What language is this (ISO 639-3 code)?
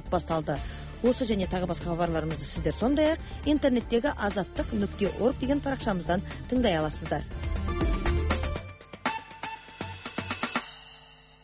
kaz